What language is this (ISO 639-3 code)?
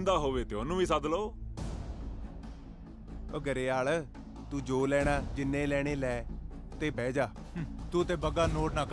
pan